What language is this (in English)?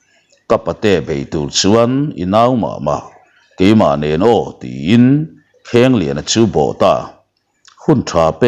Mizo